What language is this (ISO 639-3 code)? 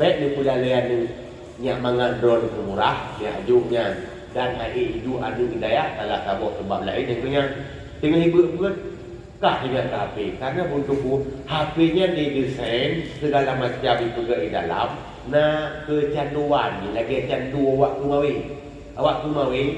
ace